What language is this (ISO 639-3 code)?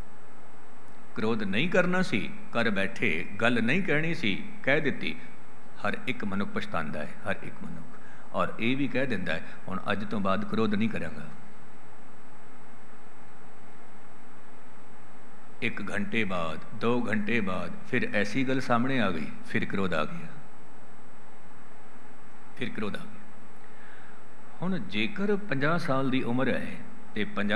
pan